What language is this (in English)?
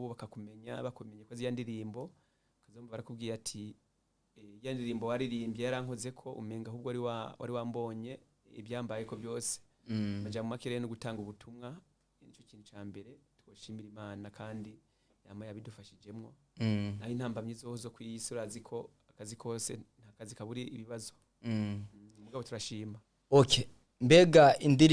Rundi